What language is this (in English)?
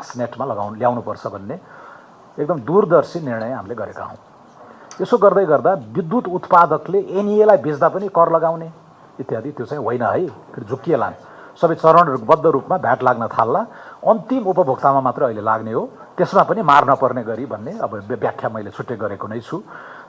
Nepali